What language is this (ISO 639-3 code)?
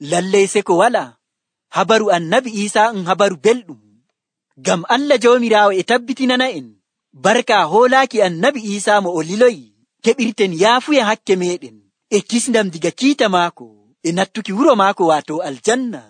fuv